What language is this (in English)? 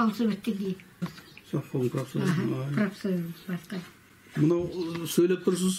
Kazakh